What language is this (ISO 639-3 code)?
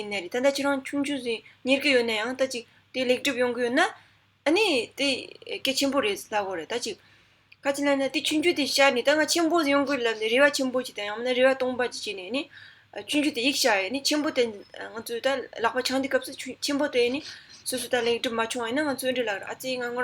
bod